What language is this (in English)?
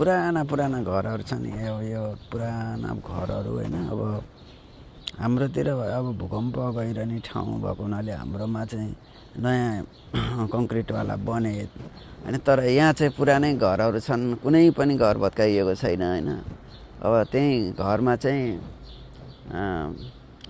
Nepali